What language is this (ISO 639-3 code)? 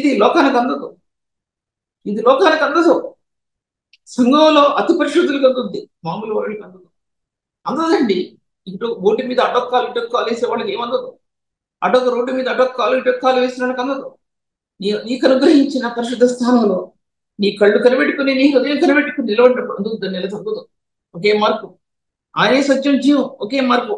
tel